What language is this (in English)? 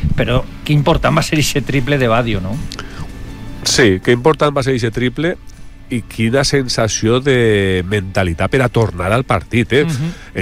Catalan